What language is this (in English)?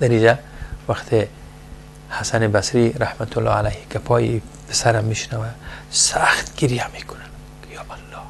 Persian